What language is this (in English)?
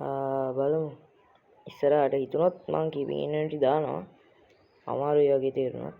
Sinhala